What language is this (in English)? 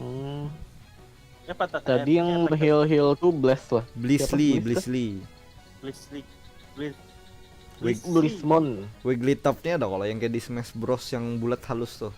Banjar